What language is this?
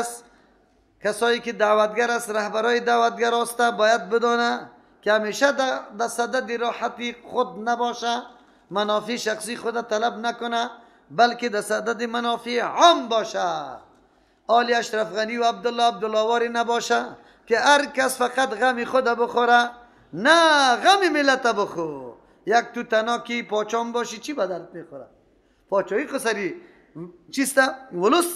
Persian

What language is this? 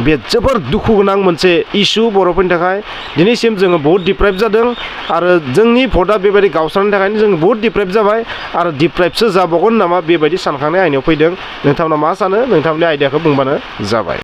Bodo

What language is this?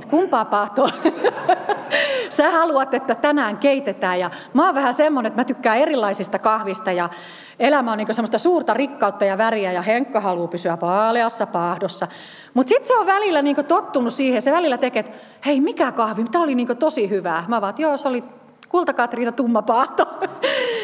Finnish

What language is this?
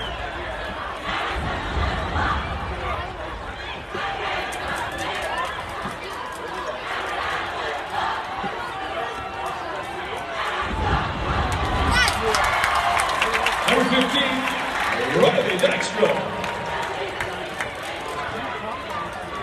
English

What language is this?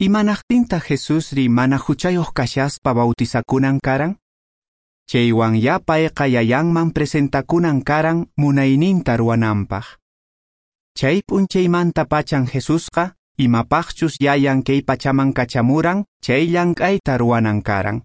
Quechua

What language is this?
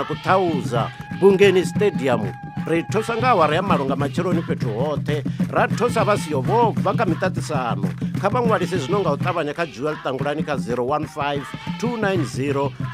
Venda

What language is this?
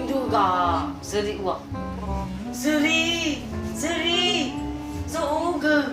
Nias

